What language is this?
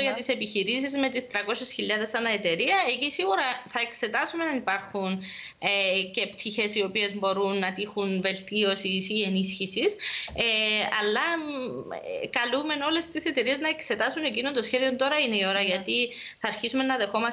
Greek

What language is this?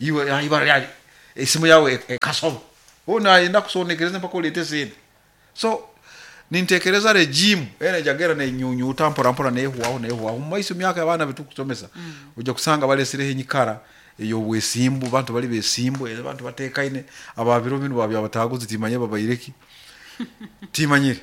Nyoro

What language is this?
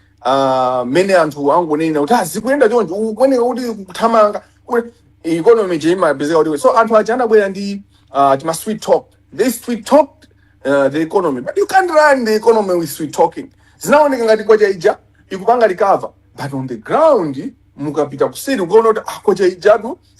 Nyanja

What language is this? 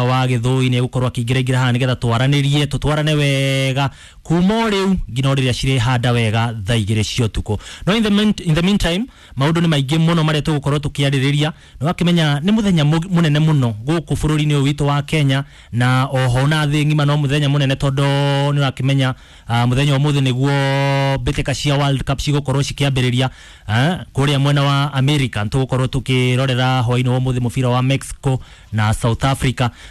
Kikuyu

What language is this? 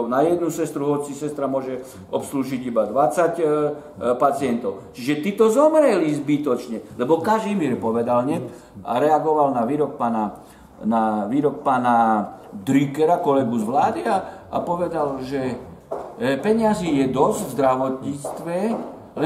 Slovak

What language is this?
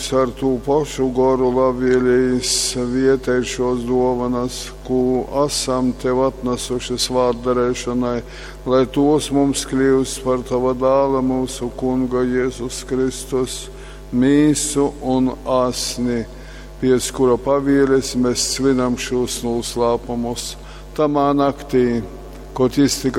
Latgalian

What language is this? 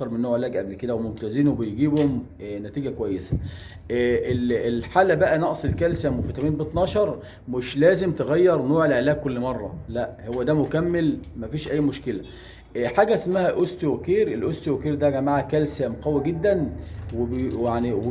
Egyptian Arabic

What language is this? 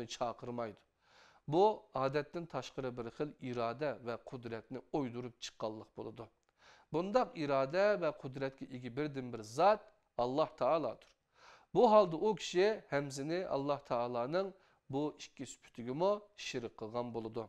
Uyghur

